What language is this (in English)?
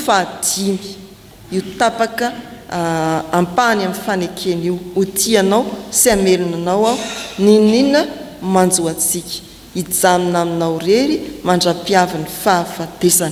Malagasy